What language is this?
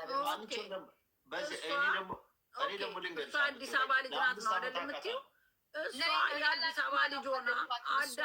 Amharic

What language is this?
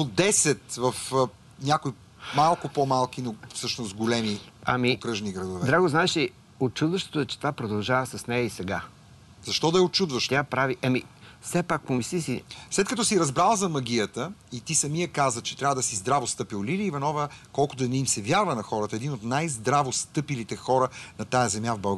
Bulgarian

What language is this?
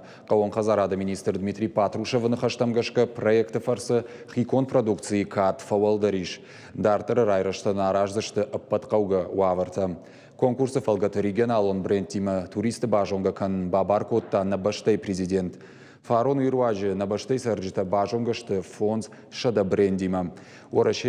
Ossetic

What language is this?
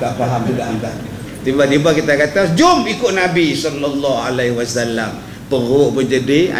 Malay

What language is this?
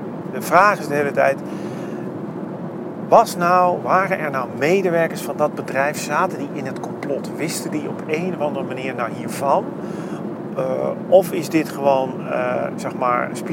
Dutch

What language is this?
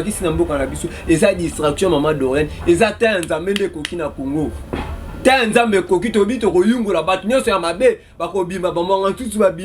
Lingala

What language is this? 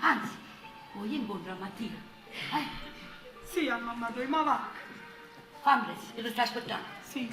Neapolitan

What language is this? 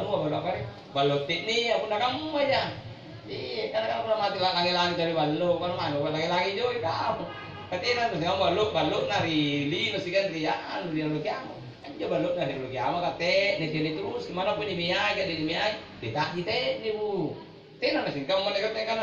Makasar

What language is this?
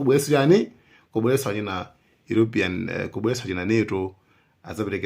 Nyanja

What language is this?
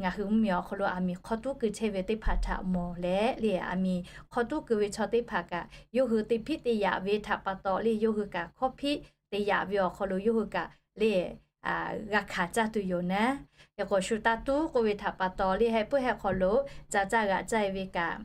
Lahu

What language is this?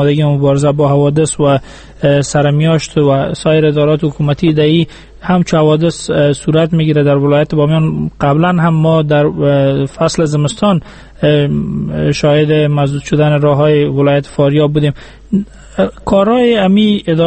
Persian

